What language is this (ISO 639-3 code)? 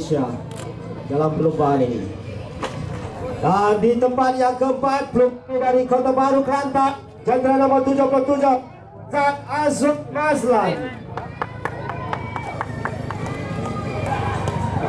msa